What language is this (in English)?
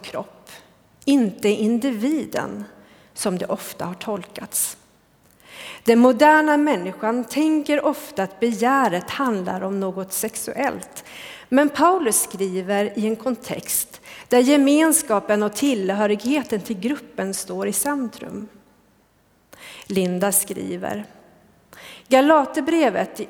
Swedish